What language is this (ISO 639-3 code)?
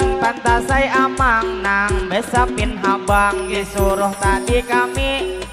bjn